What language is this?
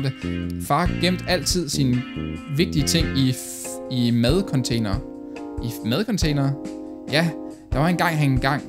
Danish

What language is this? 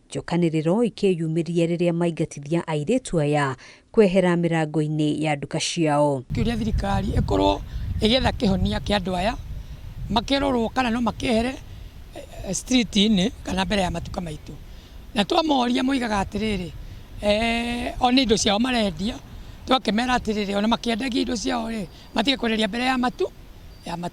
Kikuyu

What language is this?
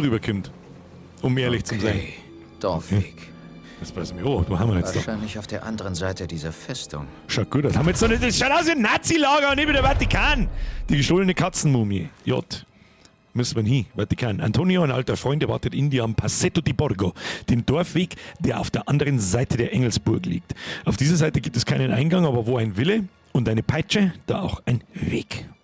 Bavarian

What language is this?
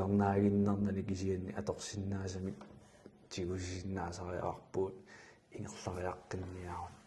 Kalaallisut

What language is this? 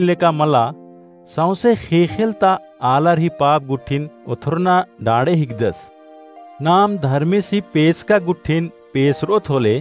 Kurukh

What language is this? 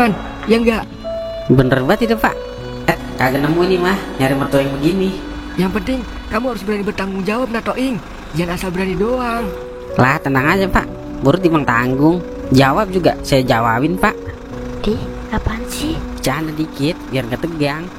Betawi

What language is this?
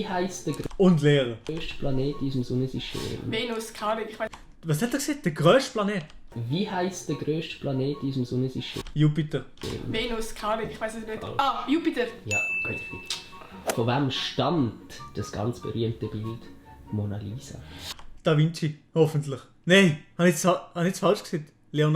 Swiss German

